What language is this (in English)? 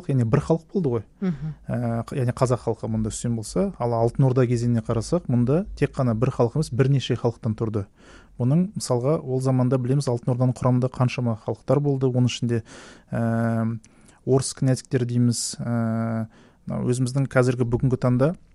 Kazakh